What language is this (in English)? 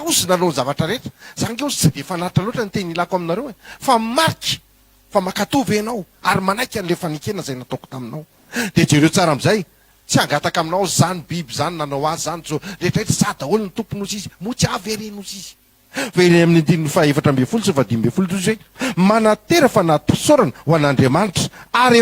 Malagasy